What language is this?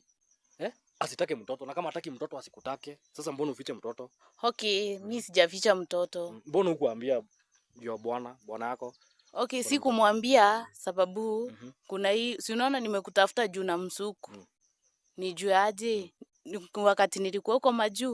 Swahili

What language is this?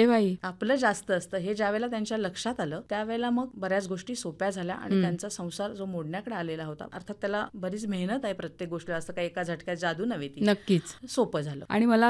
Marathi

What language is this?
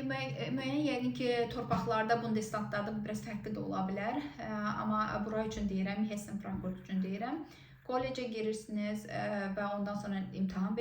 Azerbaijani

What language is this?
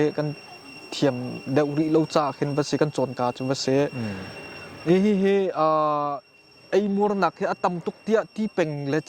Hakha Chin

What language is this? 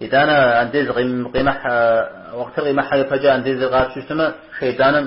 Kabardian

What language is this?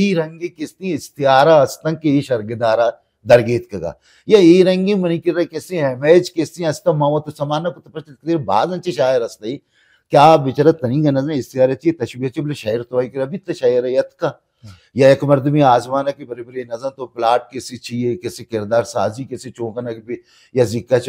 Baluchi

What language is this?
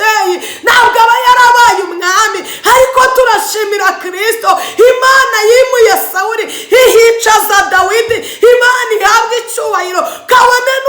Kinyarwanda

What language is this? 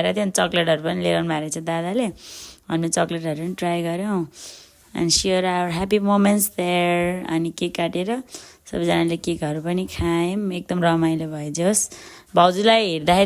Nepali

